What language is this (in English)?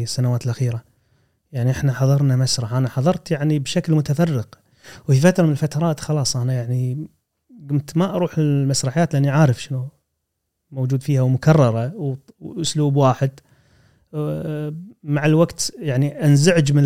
Gulf Arabic